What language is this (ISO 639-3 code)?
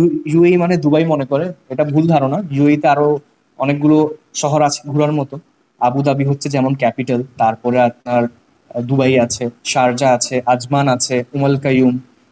ben